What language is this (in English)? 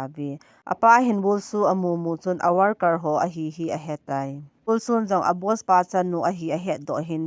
Thado Chin